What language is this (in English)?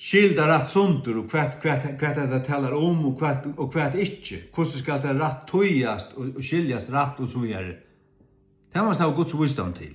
Faroese